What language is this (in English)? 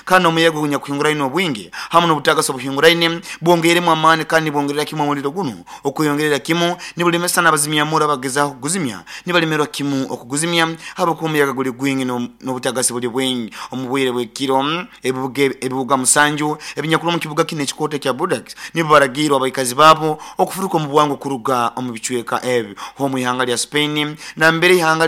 Nyoro